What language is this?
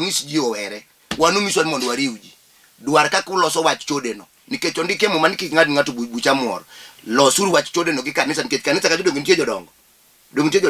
Luo (Kenya and Tanzania)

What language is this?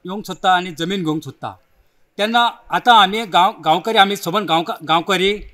Konkani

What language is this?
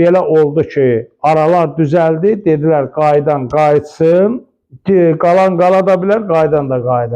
Azerbaijani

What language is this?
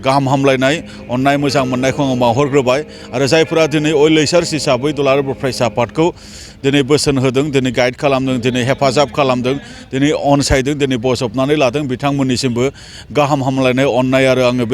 Bodo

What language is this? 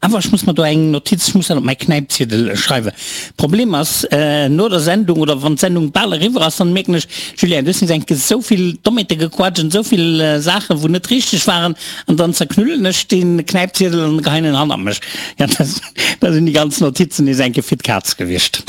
Luxembourgish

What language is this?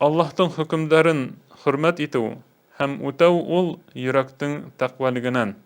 Bashkir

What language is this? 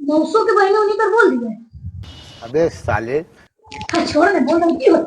Magahi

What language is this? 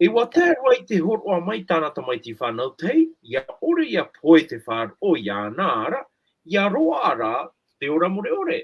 Tahitian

